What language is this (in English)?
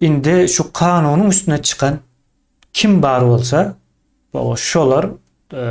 Turkmen